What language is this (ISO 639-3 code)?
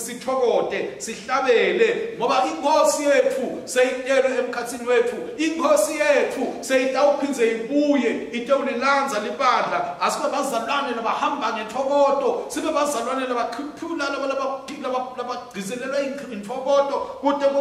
ssw